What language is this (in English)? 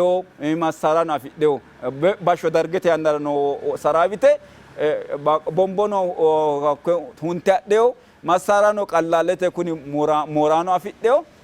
Sidamo